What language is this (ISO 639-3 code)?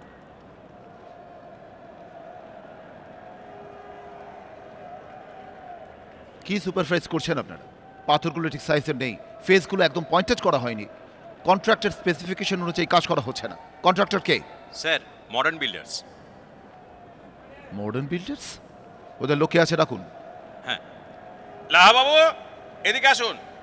ben